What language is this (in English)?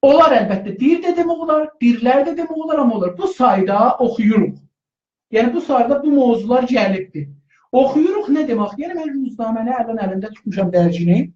South Azerbaijani